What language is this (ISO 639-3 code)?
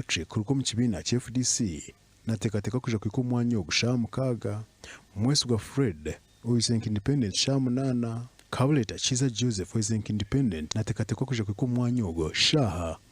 nyn